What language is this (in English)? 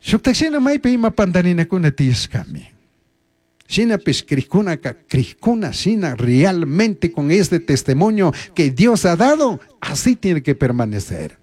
Chimborazo Highland Quichua